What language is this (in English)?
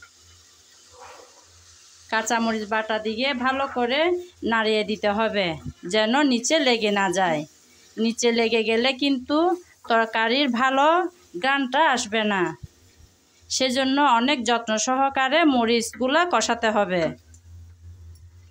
Bangla